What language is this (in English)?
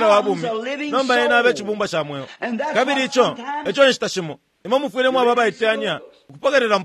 Bemba